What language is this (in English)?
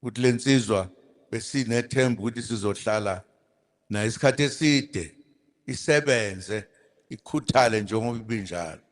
Zulu